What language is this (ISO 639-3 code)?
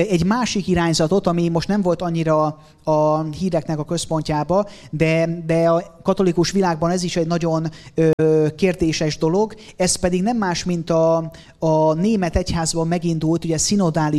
hun